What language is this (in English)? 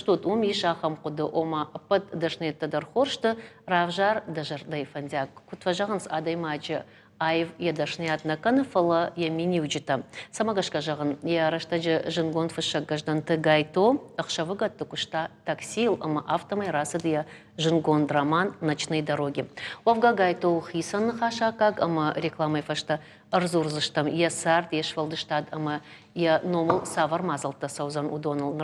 Ossetic